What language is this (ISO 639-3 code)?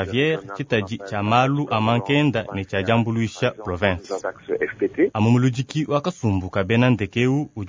lua